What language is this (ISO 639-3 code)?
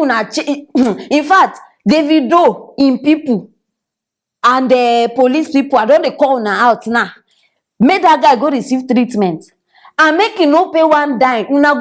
pcm